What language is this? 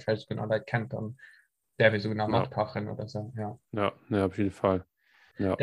Luxembourgish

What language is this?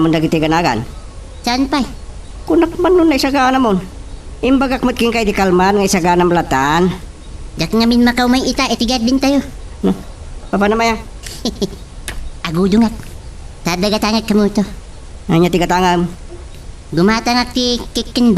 Iloko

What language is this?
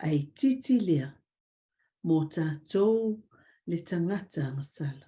Samoan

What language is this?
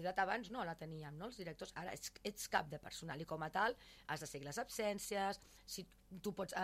Catalan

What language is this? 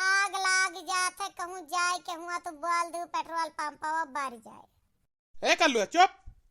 Awadhi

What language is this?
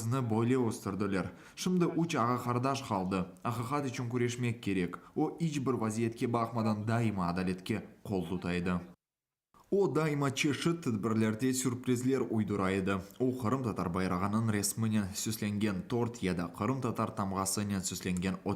Crimean Tatar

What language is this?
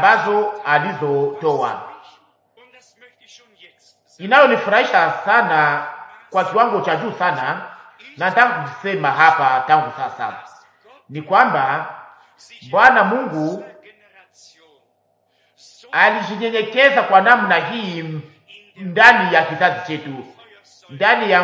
Swahili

